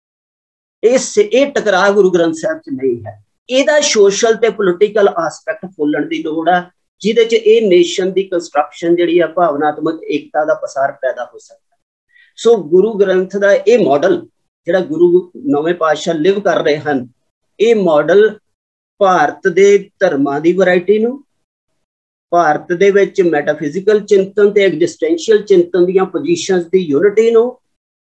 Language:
Punjabi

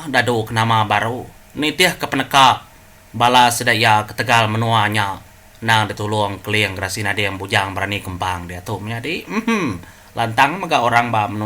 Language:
Iban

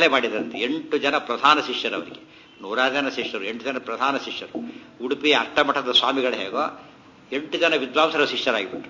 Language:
Kannada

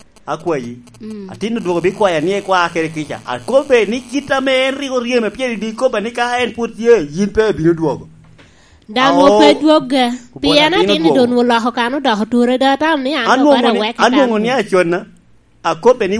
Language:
Lango (Uganda)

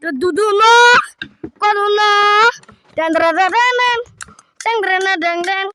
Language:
Kok Borok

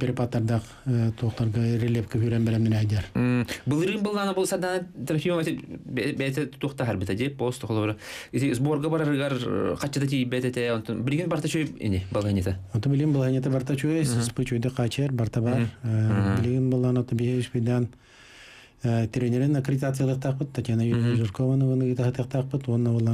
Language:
Yakut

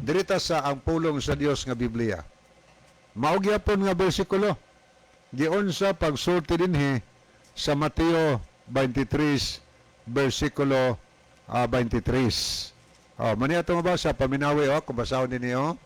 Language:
Cebuano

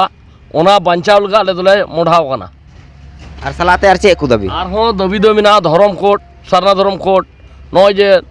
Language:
Santali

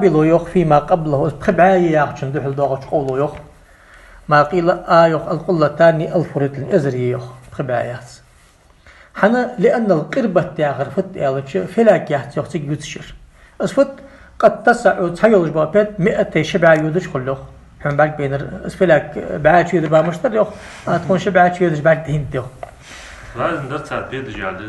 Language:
Ingush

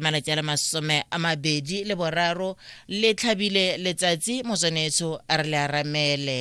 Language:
Tswana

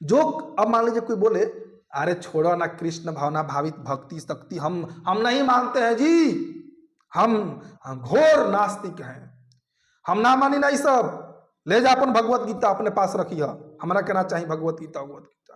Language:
Bhojpuri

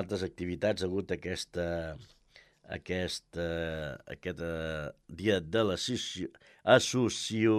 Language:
Catalan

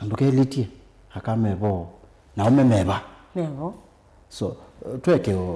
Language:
Kamba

